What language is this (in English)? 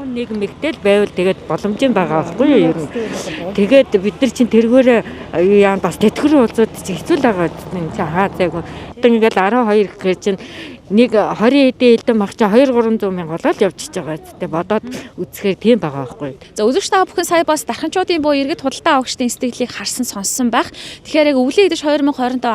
Mongolian